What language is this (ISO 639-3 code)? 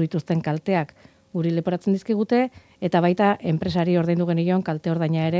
eus